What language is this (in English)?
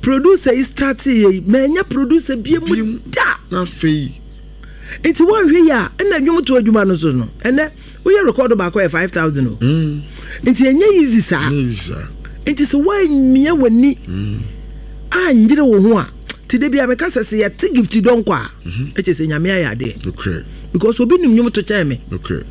Akan